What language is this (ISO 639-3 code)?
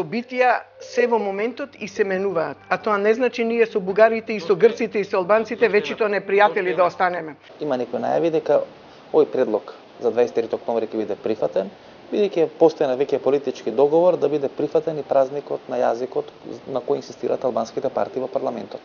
mkd